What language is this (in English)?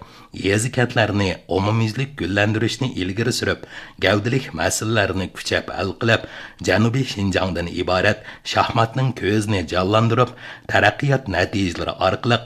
Uyghur